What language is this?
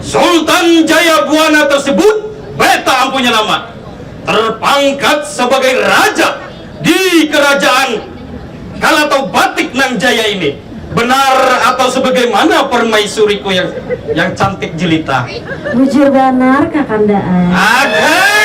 Banjar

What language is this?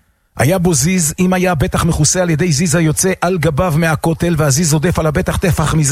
Hebrew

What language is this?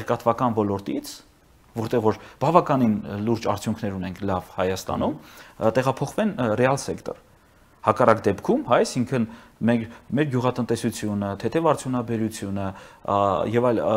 Armenian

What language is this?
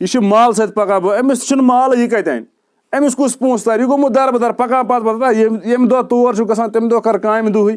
Kashmiri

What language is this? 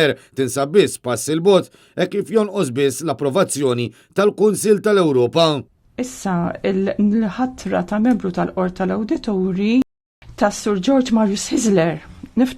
Maltese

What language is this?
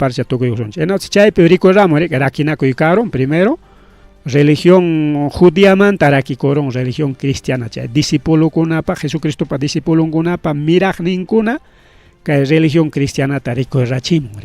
Ayacucho Quechua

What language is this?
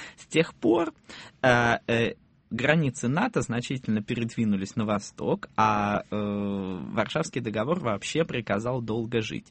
Russian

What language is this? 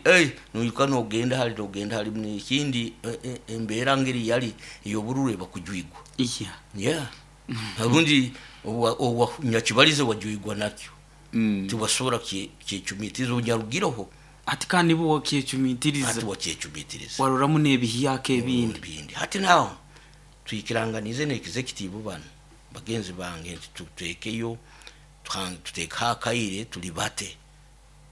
Nyoro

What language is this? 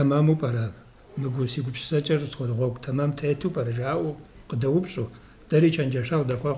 Kabardian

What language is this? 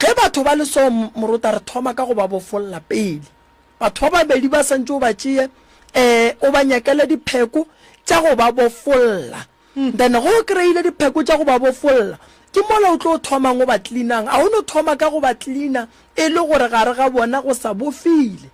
Northern Sotho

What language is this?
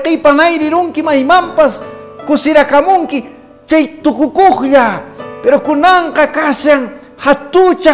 Quechua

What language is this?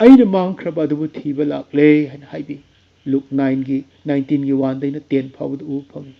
Manipuri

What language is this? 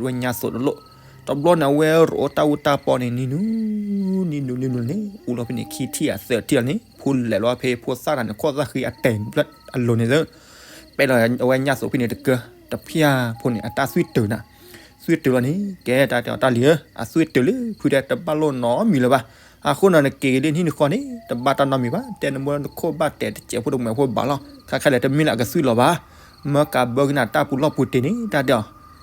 S'gaw Karen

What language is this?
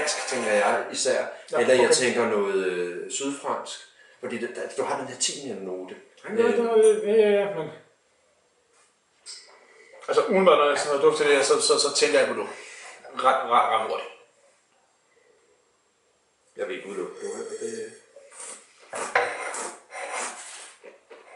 Danish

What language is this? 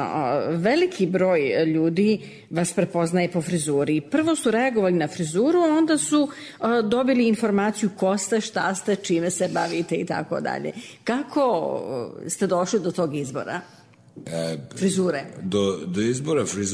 Serbian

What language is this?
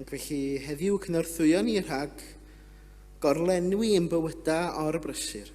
Welsh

